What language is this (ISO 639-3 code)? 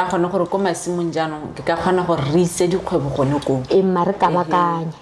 tsn